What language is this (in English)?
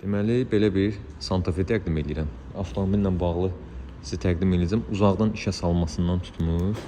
Azerbaijani